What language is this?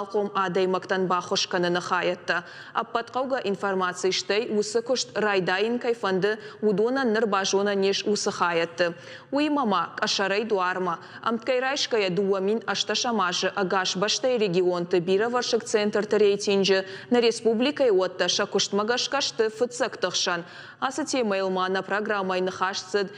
Ossetic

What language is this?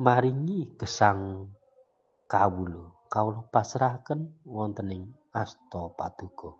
Javanese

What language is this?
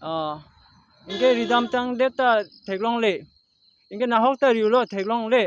Karbi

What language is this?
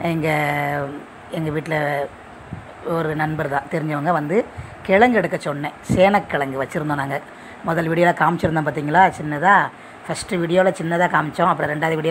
Tamil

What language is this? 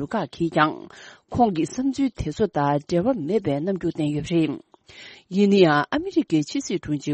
Tibetan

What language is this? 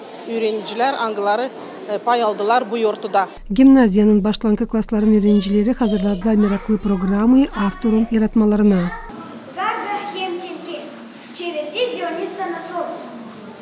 Gagauz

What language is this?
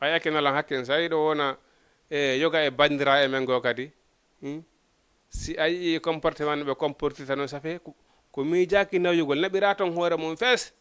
Fula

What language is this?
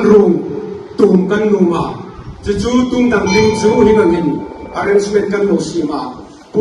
Hmar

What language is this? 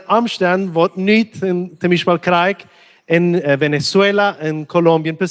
Plautdietsch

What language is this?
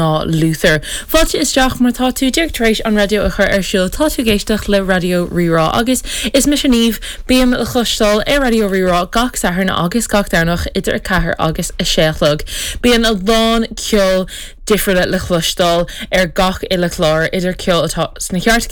Irish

